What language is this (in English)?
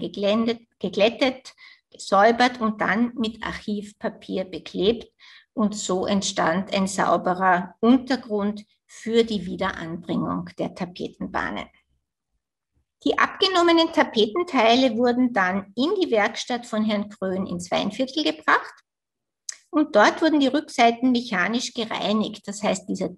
German